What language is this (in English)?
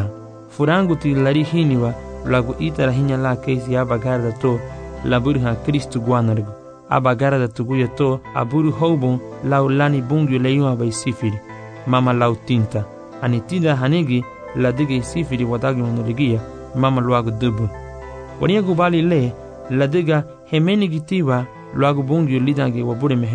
Garifuna